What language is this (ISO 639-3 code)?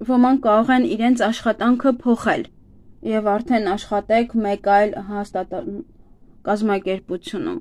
hye